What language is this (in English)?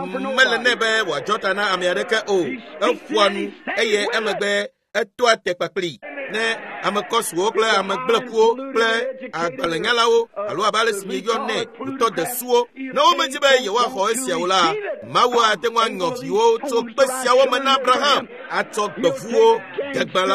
Ewe